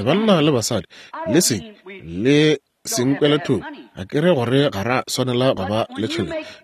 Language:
Northern Sotho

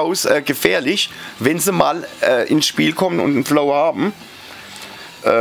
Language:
German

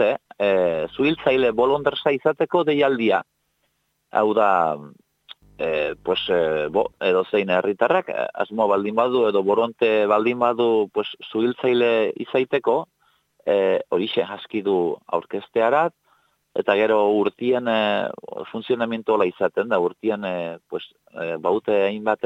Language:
Basque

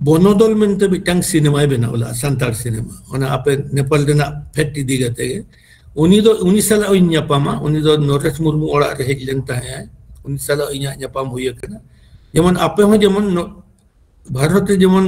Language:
Santali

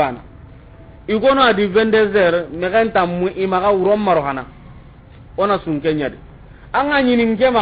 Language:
Soninke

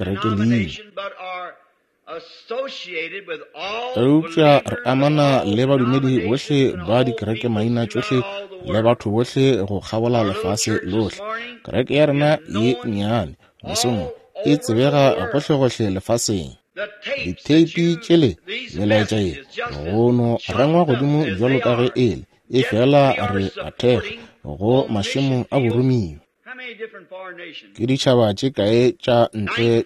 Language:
Northern Sotho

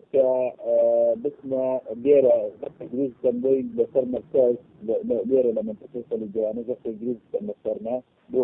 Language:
Central Kurdish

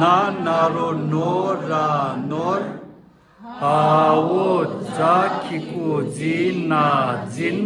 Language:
Tibetan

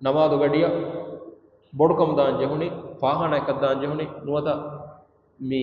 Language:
Divehi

